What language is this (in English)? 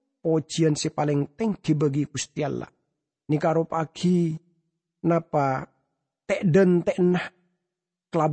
Madurese